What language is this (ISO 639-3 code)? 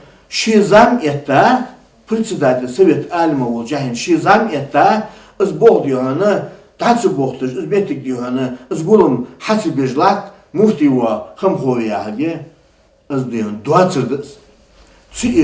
inh